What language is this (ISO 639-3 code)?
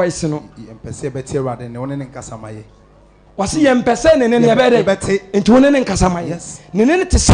aka